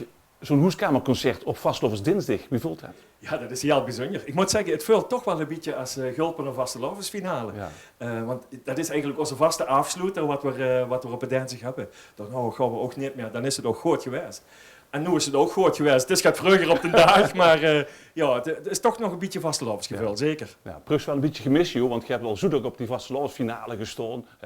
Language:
Limburgish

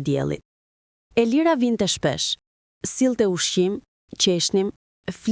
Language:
Albanian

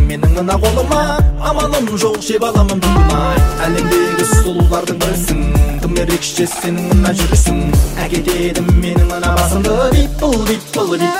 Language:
Kazakh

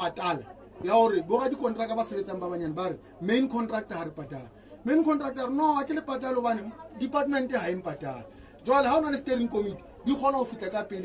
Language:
Southern Sotho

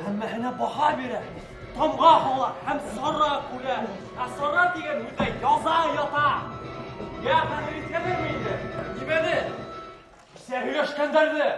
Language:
Bashkir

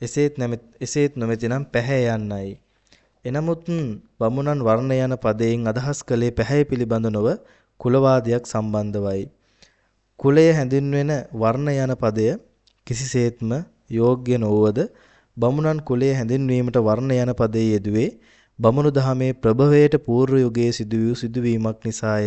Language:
Sinhala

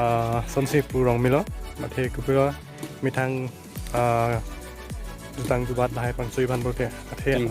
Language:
Karbi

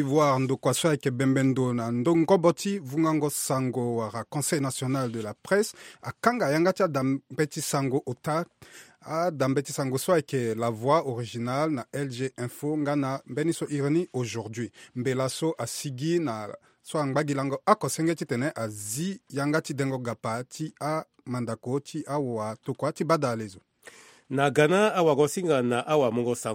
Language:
Sango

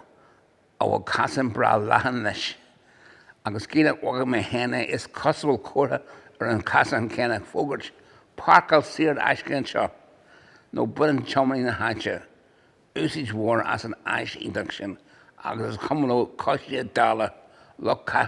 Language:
Irish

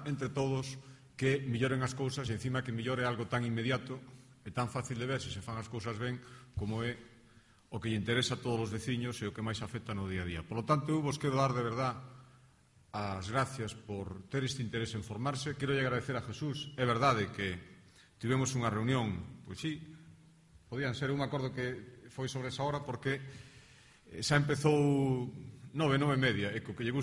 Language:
Galician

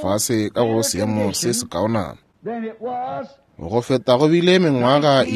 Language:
Northern Sotho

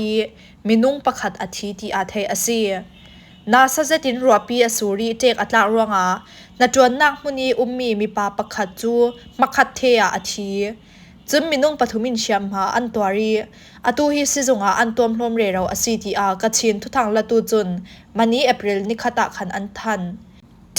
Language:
Falam Chin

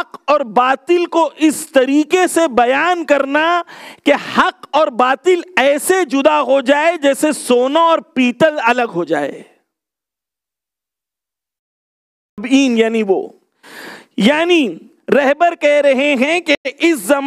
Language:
Urdu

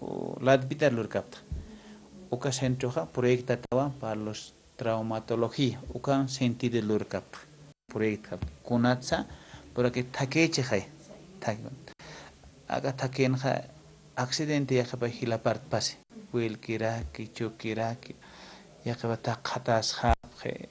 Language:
Aymara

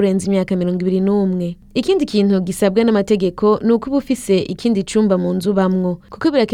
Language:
Rundi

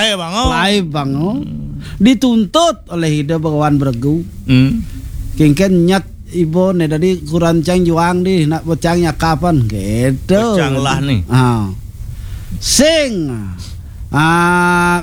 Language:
Balinese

